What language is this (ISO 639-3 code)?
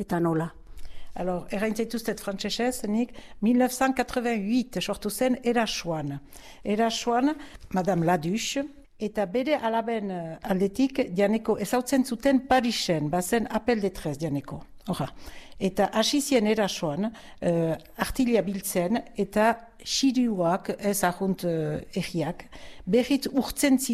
eus